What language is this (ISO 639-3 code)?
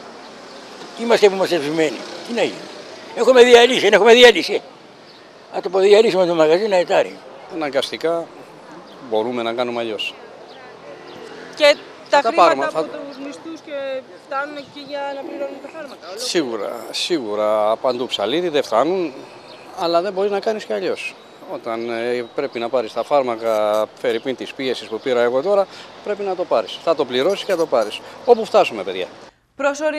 ell